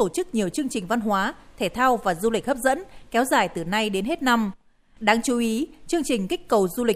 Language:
Vietnamese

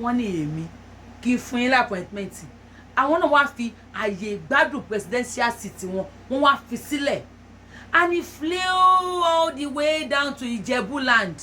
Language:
Yoruba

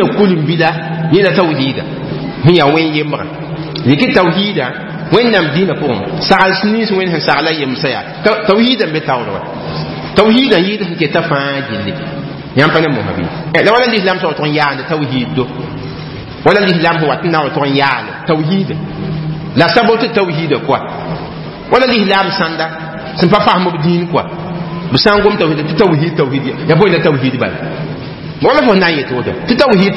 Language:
Mossi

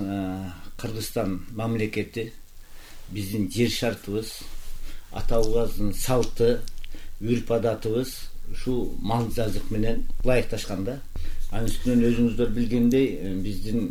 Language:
Kyrgyz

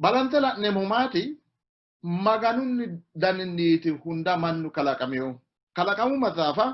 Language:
Sidamo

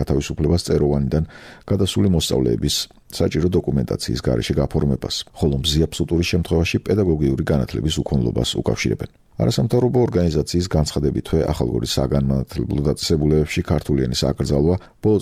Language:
Georgian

